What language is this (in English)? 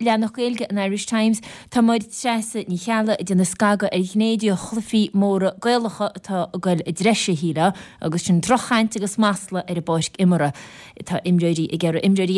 Irish